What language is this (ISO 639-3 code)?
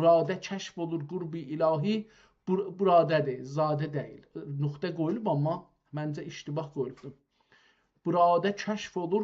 azb